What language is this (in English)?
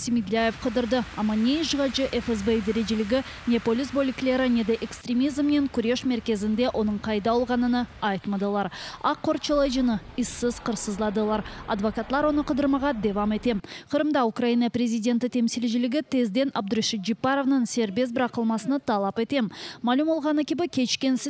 Crimean Tatar